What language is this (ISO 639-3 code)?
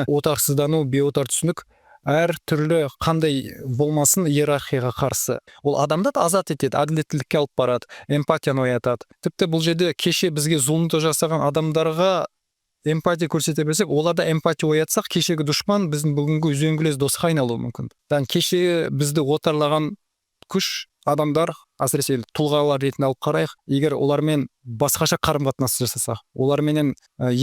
kaz